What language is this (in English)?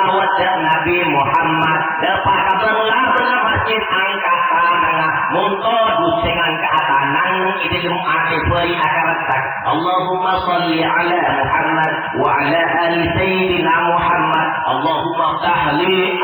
Madurese